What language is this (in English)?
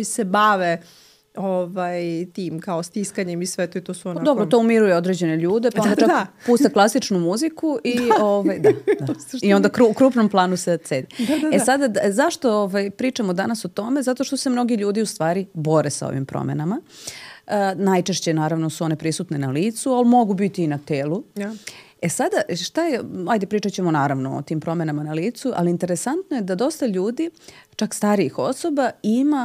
Serbian